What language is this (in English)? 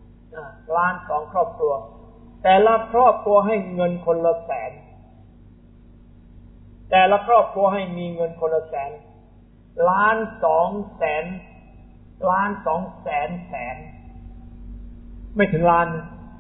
Thai